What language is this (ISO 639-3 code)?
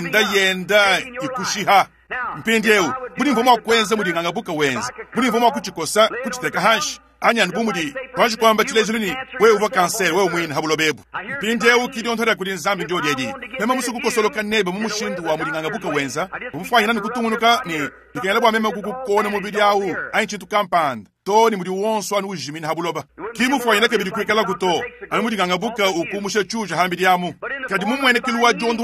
lua